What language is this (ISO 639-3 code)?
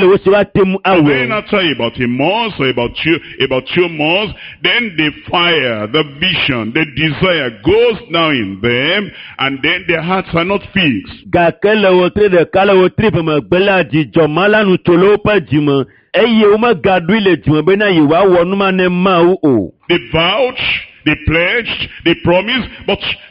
ewe